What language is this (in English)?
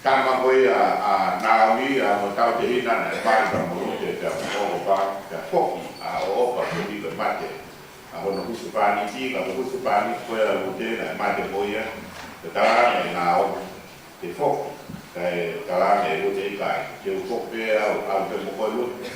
Tongan